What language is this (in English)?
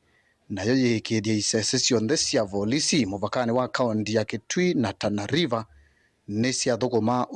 Kamba